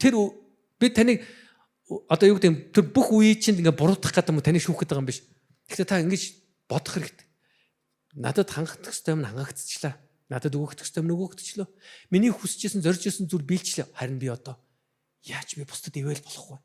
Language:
Mongolian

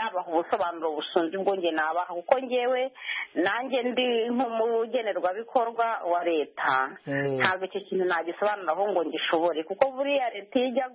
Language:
Kinyarwanda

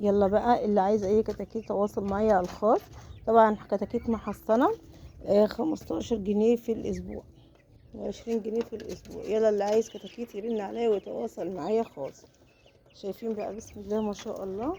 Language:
Egyptian Arabic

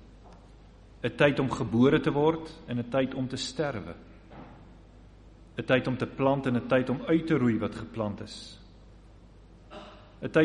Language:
Afrikaans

